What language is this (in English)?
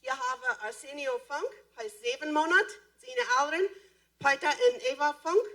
Plautdietsch